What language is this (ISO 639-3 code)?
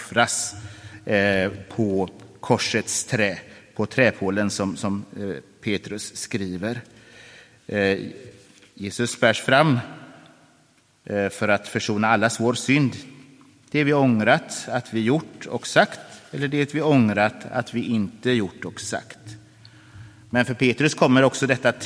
swe